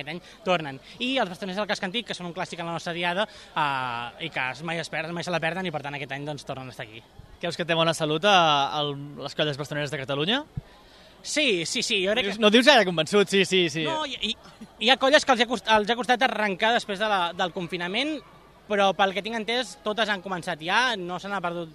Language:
Catalan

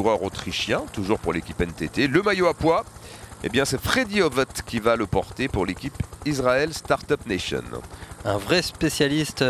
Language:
French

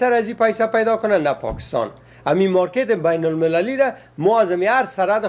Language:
Persian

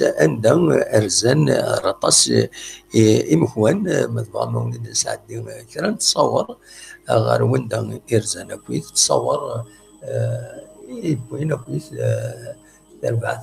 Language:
Kabyle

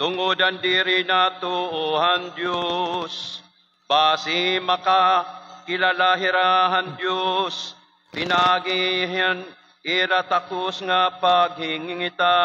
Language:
Waray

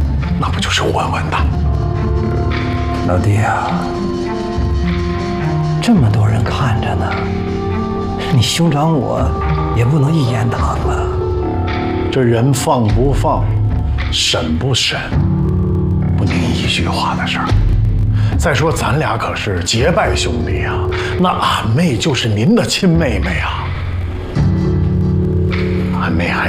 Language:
Chinese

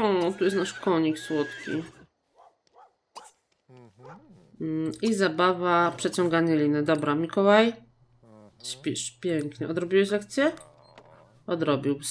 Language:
Polish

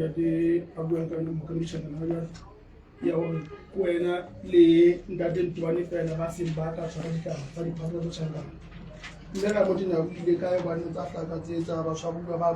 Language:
Southern Sotho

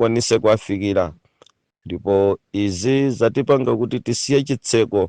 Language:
Nyanja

